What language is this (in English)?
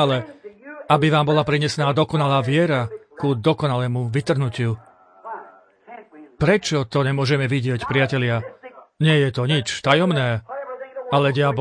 Slovak